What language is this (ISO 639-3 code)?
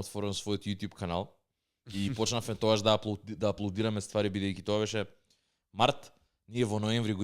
mkd